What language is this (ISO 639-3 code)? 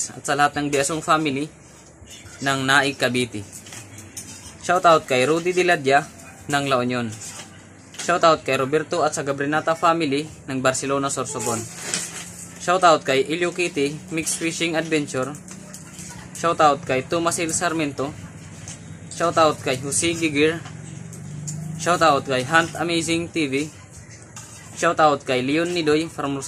fil